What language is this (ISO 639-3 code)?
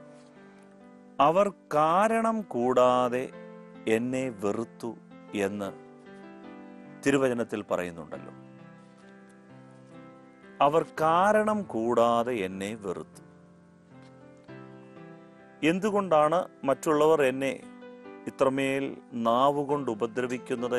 mal